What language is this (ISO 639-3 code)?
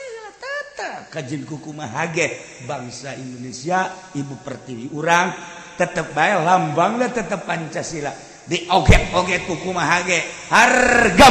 sun